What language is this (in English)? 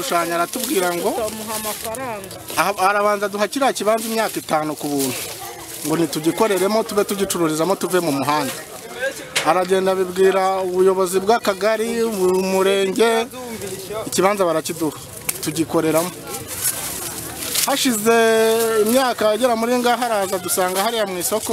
Kinyarwanda